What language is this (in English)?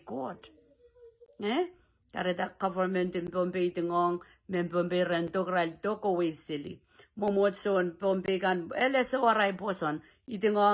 Pohnpeian